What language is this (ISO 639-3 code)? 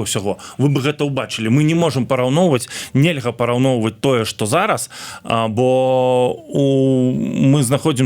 bel